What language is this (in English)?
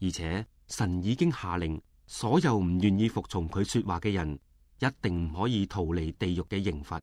Cantonese